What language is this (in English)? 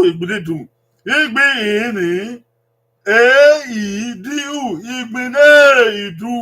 Bini